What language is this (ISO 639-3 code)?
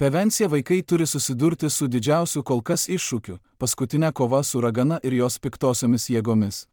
lit